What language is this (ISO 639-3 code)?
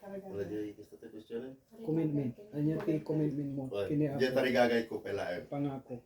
ilo